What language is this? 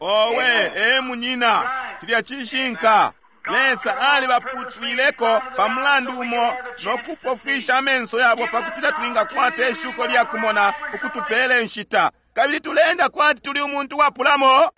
Bemba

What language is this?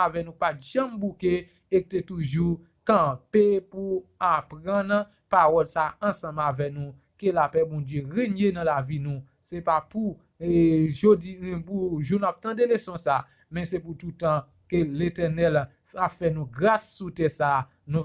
Haitian Creole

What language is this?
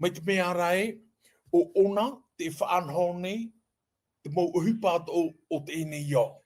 Tahitian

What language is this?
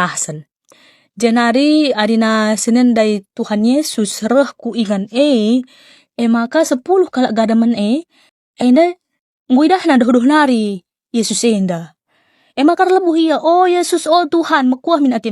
Batak Karo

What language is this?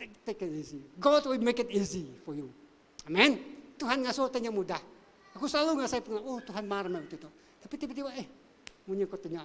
Iban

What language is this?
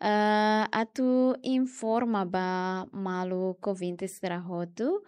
Tetum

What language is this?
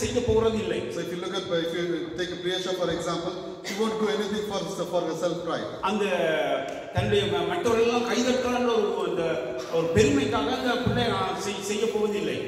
Tamil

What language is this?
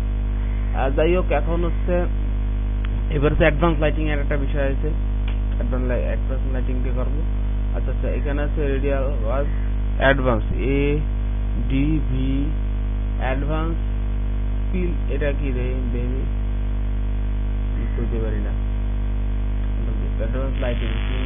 Bangla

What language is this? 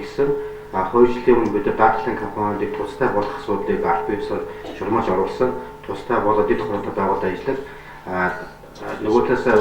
Mongolian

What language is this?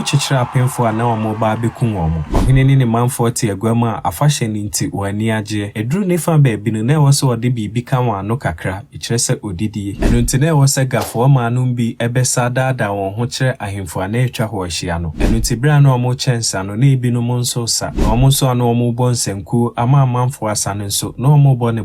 Akan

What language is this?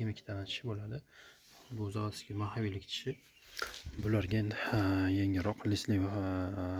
Uzbek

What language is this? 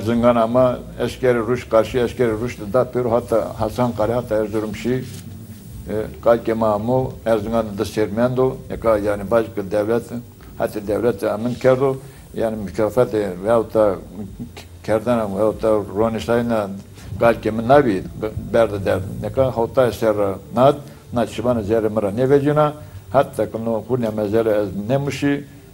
Zaza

